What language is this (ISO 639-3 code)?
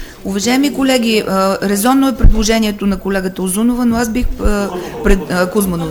bul